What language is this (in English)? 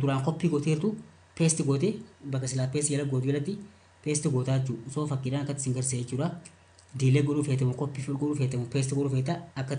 Oromo